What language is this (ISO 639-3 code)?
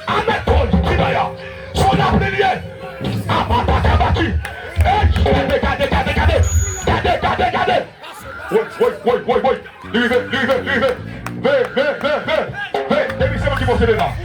hat